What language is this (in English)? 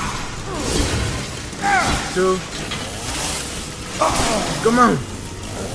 English